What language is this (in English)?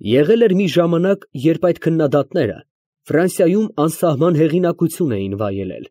Armenian